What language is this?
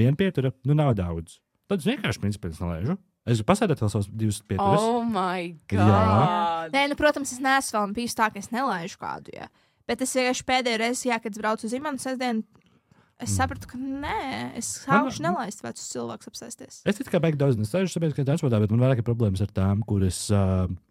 Latvian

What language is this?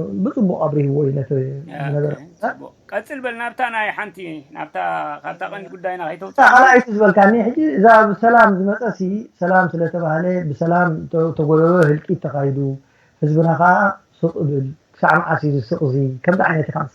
Tigrinya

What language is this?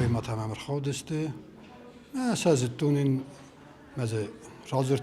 Ossetic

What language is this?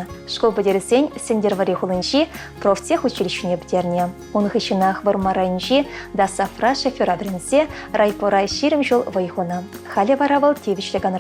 Chuvash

